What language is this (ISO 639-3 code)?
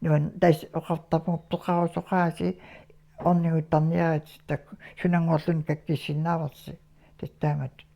kal